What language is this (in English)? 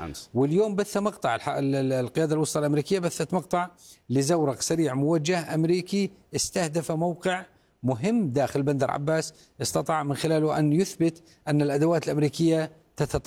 Arabic